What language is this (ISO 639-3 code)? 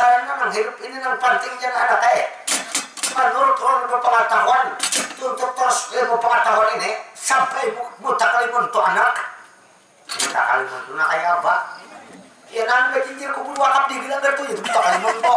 bjn